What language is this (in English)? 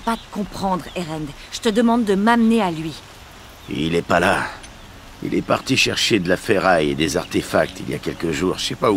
French